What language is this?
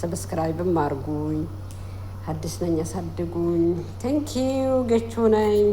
Amharic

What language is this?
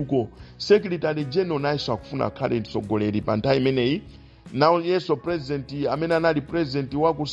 Nyanja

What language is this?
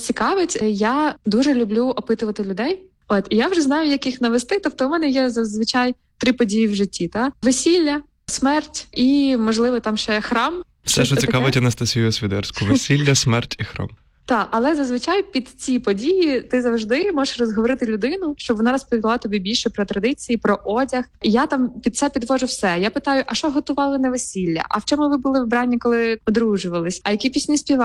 Ukrainian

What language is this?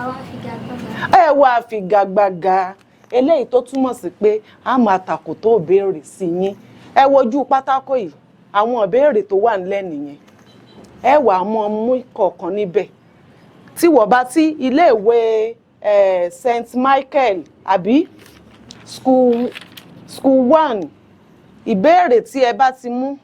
Yoruba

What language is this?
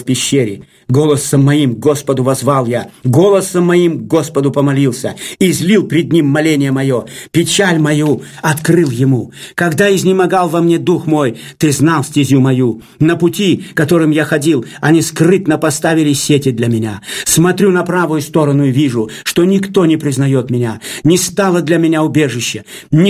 Russian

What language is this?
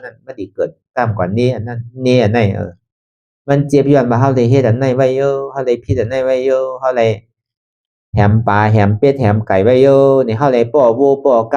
Shan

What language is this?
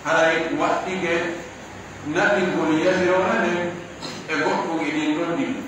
Pular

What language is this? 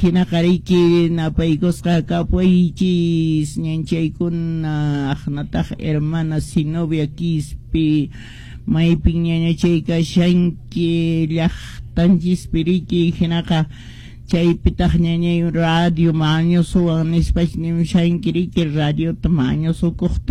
Quechua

